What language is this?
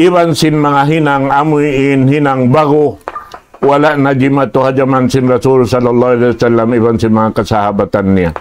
Tausug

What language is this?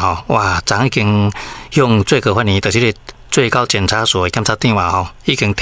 Min Nan Chinese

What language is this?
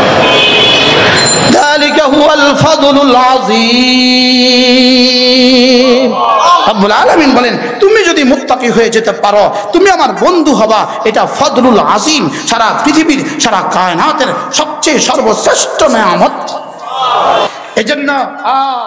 Bangla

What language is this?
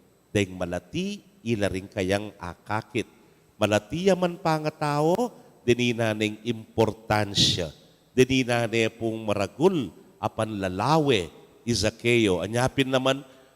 Pampanga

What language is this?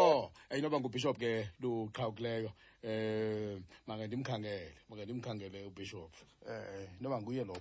Xhosa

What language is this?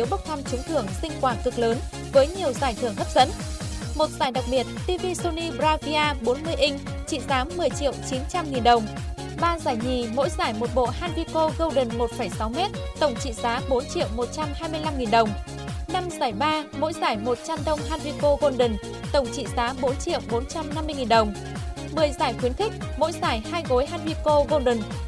Vietnamese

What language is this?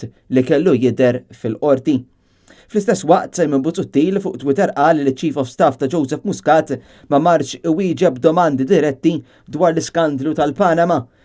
Maltese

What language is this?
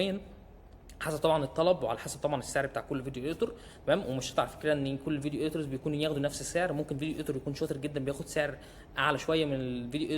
Egyptian Arabic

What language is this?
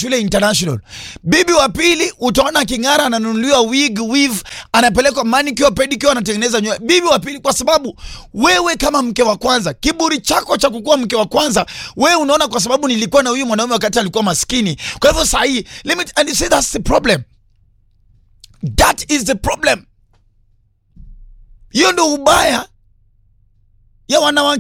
Swahili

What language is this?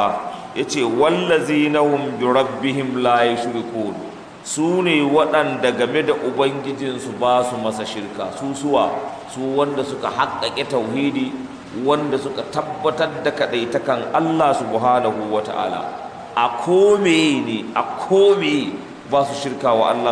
Hausa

